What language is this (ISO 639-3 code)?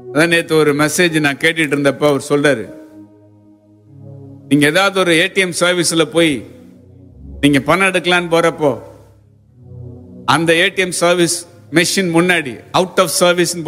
tam